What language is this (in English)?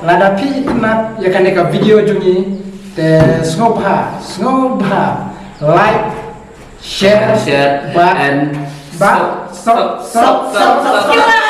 Khasi